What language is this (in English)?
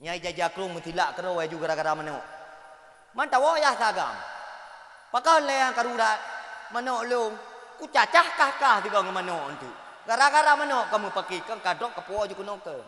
Achinese